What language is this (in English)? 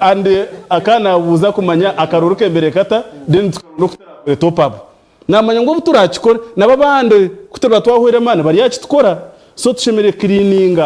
Nyankole